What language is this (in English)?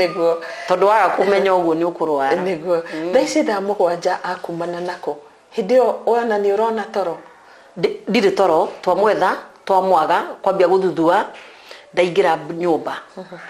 Kikuyu